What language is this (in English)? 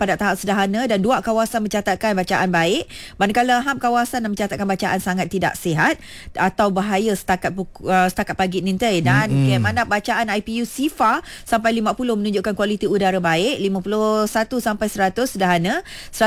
Malay